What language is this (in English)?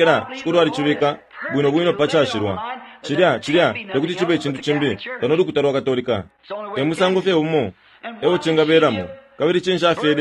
Bemba